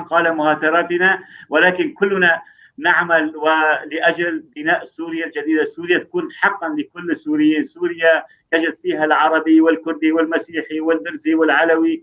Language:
North Levantine Arabic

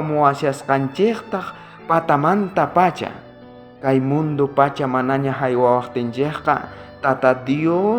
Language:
South Bolivian Quechua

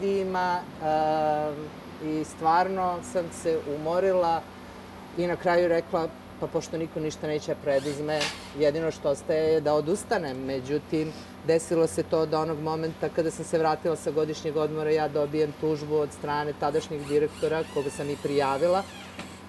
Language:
Serbian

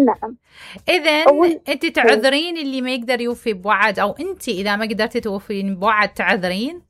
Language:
Mesopotamian Arabic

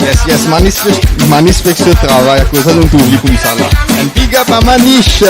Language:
Morisyen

